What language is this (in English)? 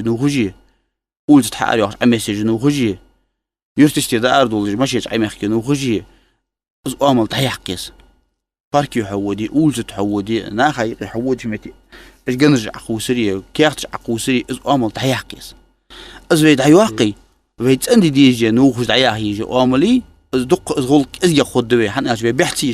Ingush